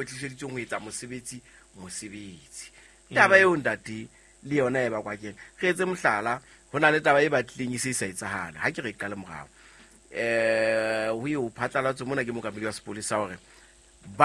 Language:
Southern Sotho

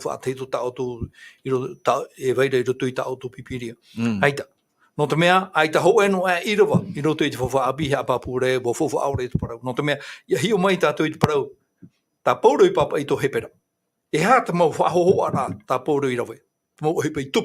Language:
Tahitian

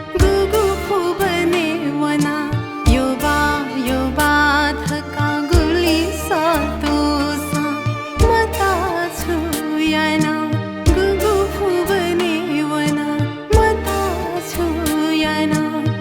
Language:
Newari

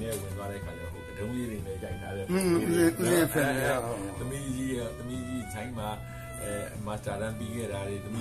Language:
Burmese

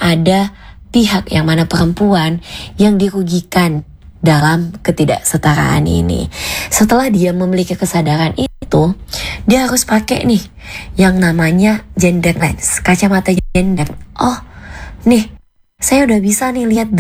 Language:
Indonesian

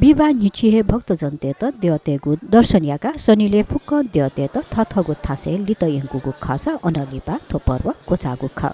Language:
Newari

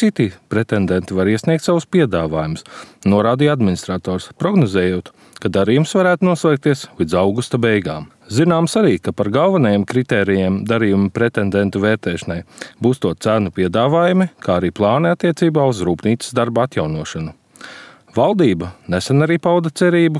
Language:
Latvian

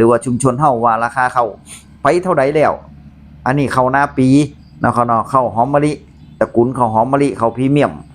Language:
Northeastern Thai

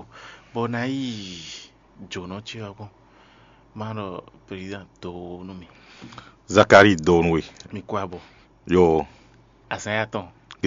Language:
Fon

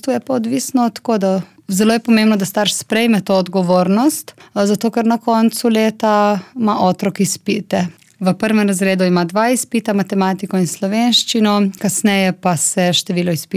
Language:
Slovenian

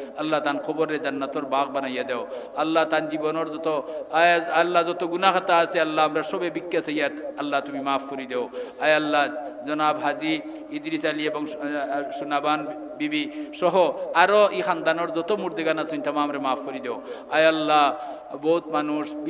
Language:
Sylheti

